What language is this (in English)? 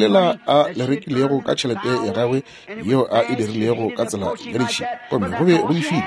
Northern Sotho